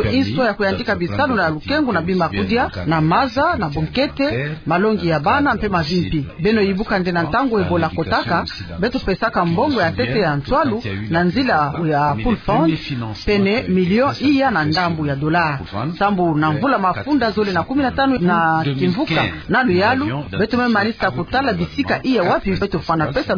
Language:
Kituba (Democratic Republic of Congo)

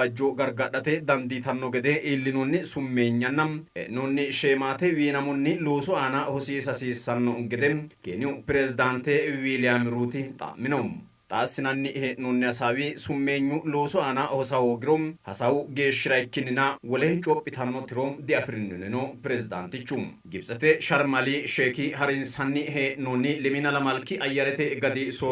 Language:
Sidamo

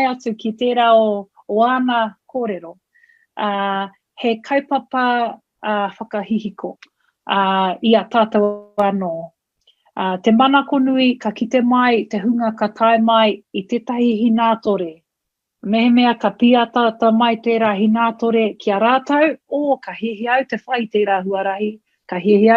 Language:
Māori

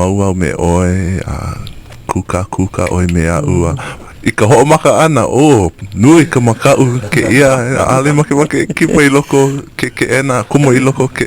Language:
Hawaiian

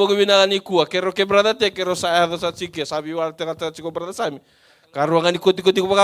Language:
Fijian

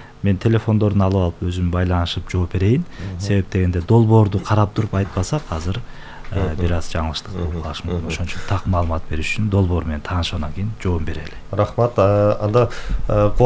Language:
Kyrgyz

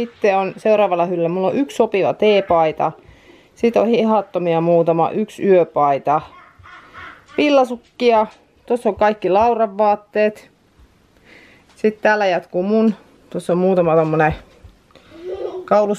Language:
Finnish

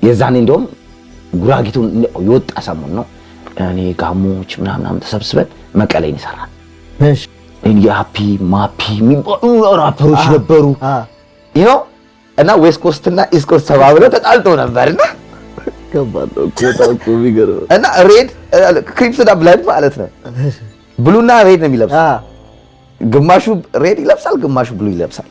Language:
Amharic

